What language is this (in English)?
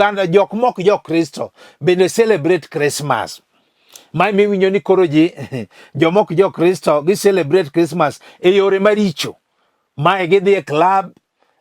Luo (Kenya and Tanzania)